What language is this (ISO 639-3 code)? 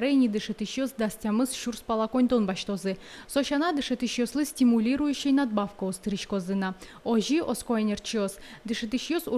udm